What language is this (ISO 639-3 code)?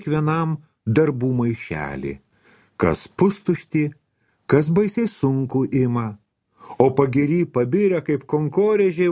lit